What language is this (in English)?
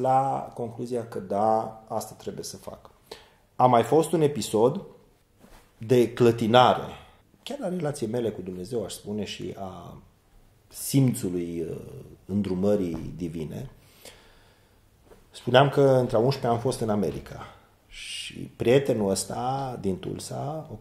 Romanian